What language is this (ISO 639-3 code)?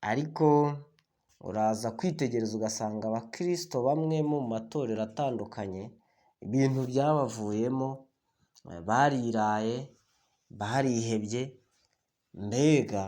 kin